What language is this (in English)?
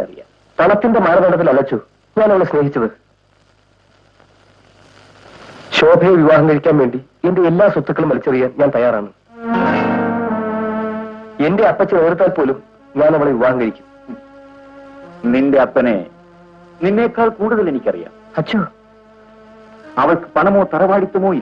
Malayalam